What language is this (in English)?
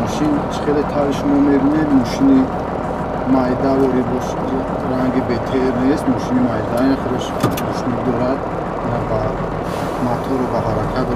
Tajik